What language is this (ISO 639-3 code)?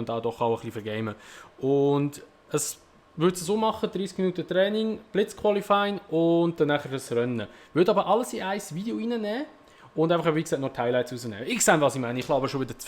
gsw